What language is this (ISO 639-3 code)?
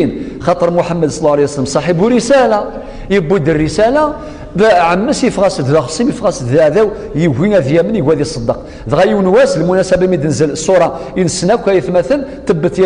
kab